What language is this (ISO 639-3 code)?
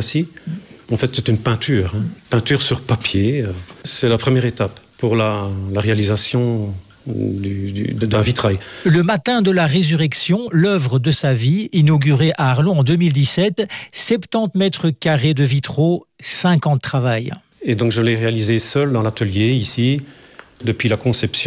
fra